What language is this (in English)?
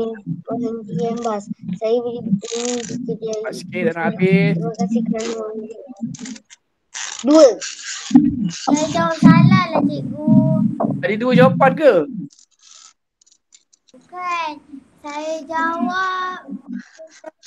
Malay